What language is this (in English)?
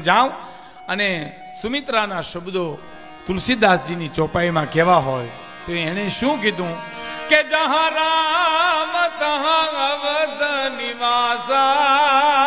Gujarati